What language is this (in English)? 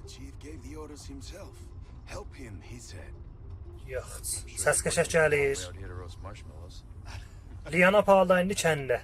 South Azerbaijani